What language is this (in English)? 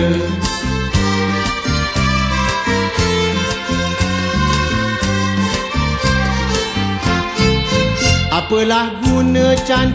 Malay